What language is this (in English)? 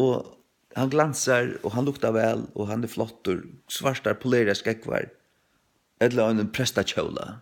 Faroese